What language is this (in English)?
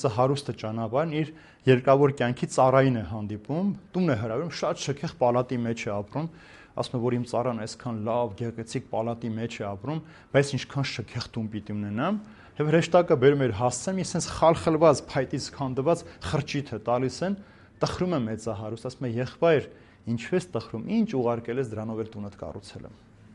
Armenian